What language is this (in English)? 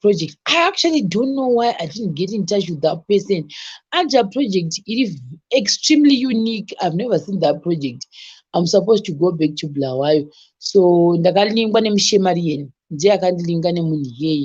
Shona